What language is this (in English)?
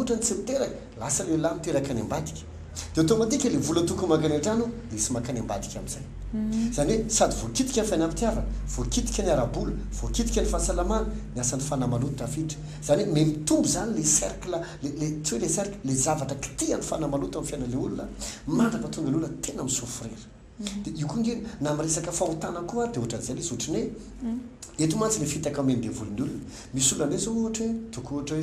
Malagasy